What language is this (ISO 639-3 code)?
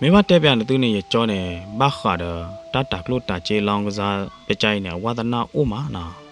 ksw